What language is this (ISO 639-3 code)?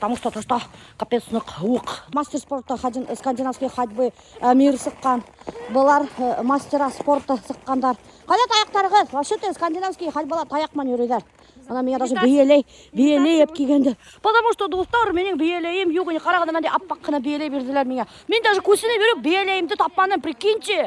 bak